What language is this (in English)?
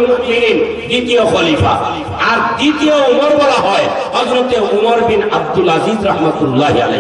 Bangla